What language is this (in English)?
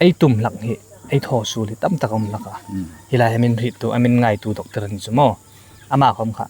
Hmar